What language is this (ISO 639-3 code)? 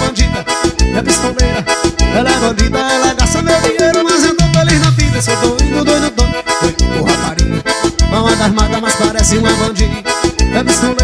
por